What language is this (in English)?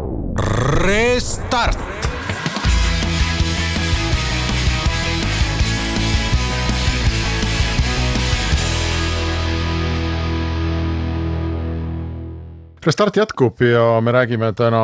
Estonian